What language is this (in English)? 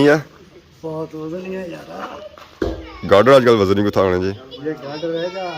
Pahari-Potwari